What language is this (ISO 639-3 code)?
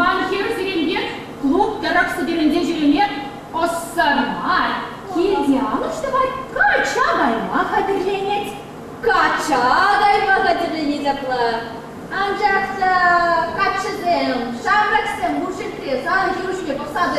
chv